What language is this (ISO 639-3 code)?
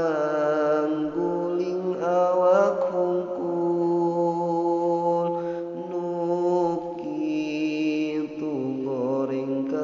sun